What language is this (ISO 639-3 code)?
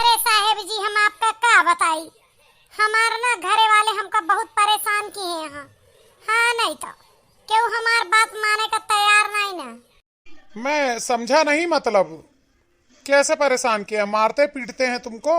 awa